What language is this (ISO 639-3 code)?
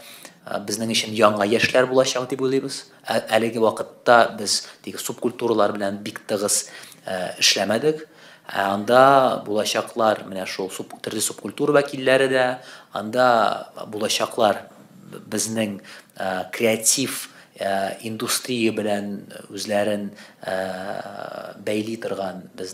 tat